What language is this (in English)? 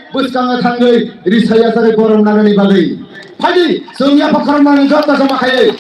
Kok Borok